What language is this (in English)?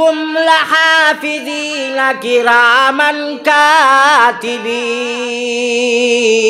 Sylheti